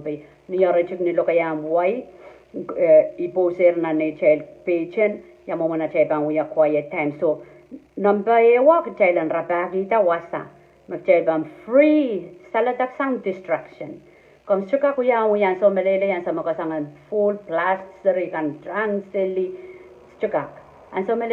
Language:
Pohnpeian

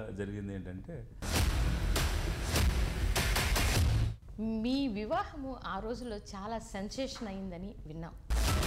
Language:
Telugu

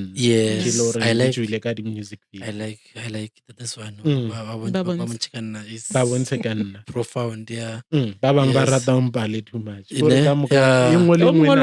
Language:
Northern Sotho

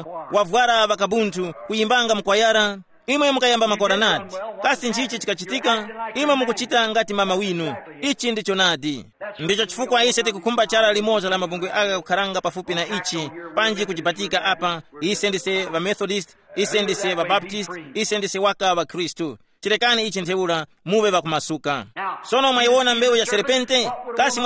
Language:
Tumbuka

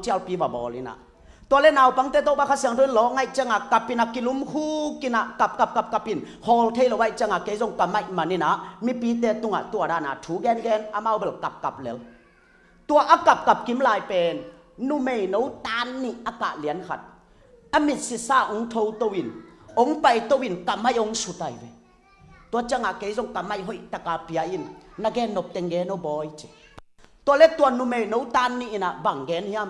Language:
Tedim Chin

